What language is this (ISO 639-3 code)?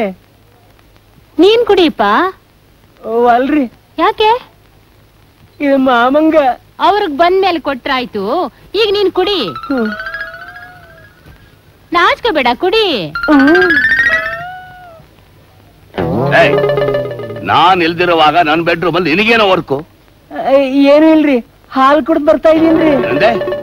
kan